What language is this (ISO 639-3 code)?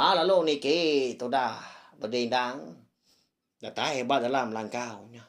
iba